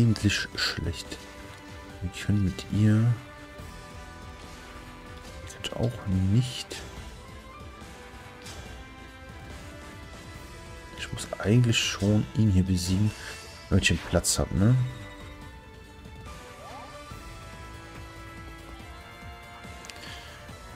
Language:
German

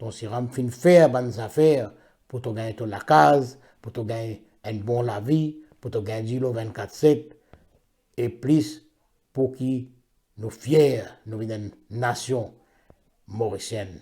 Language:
Morisyen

